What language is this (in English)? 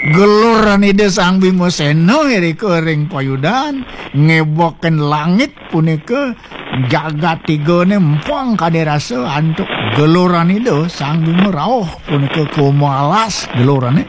Balinese